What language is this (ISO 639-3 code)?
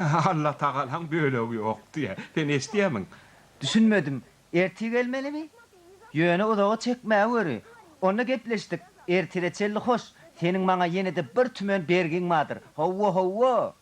tuk